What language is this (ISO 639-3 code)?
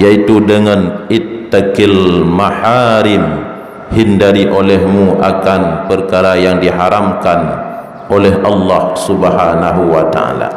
ace